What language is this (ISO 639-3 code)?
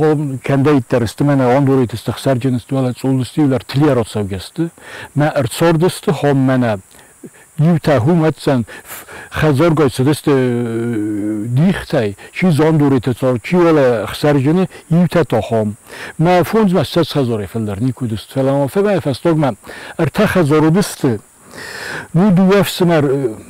oss